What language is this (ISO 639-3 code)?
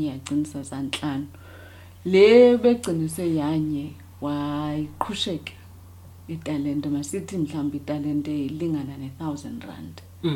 xho